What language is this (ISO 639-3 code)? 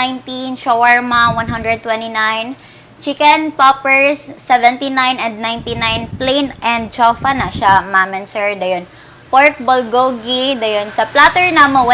ceb